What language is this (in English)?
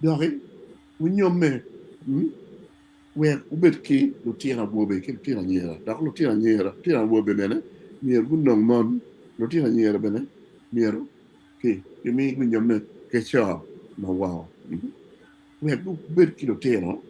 Acoli